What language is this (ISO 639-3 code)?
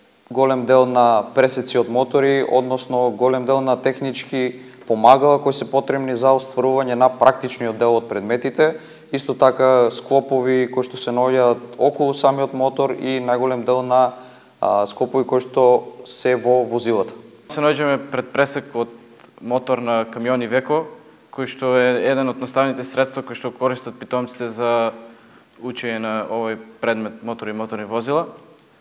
mkd